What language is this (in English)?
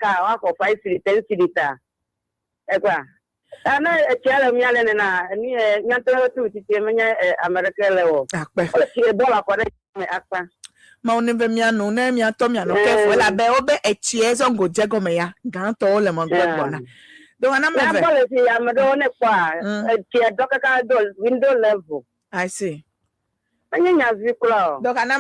Ewe